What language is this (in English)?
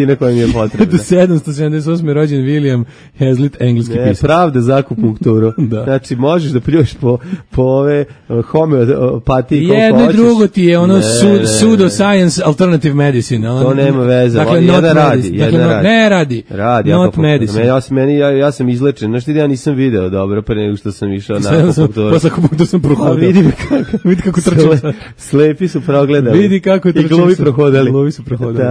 Serbian